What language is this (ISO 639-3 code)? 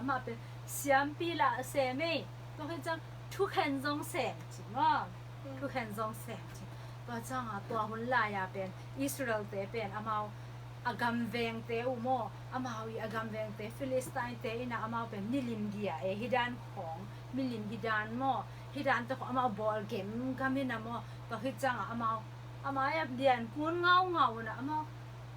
ctd